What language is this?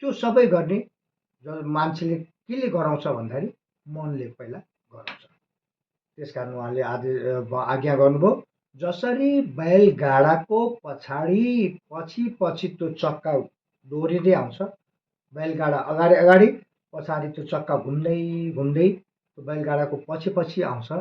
Nepali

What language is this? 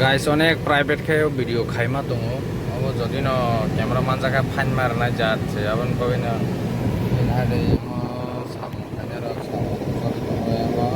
Kok Borok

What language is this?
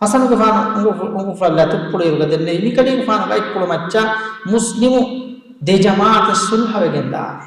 Divehi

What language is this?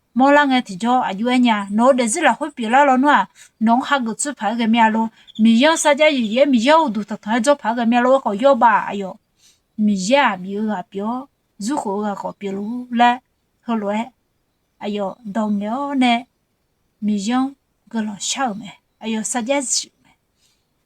Akha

